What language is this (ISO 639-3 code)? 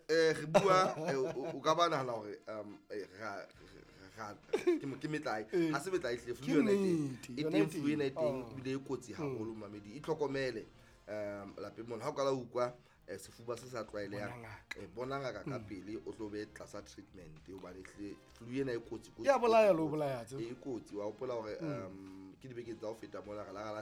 sot